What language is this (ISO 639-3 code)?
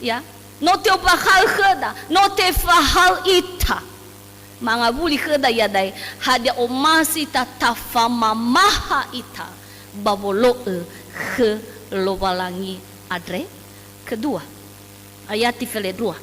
nia